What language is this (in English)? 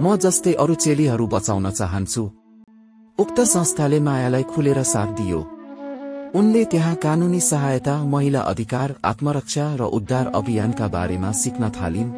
Nepali